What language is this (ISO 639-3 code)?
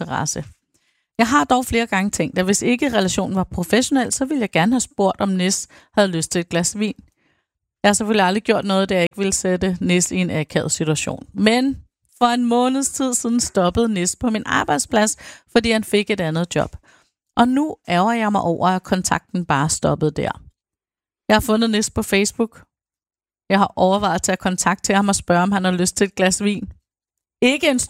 dan